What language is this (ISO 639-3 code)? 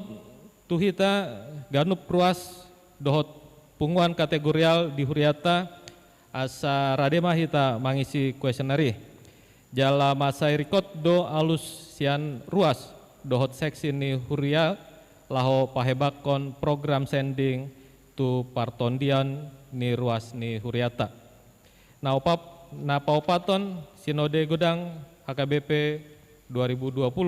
bbc